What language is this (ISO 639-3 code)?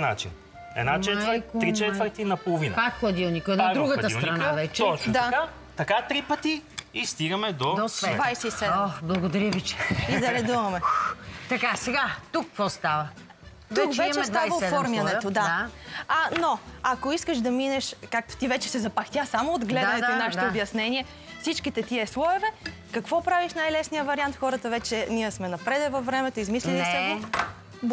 bul